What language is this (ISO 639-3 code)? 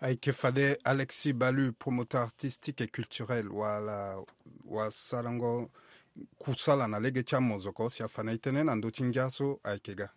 sag